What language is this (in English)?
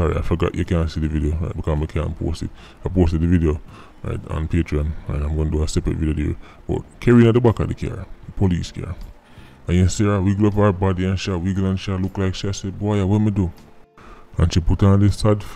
Jamaican Creole English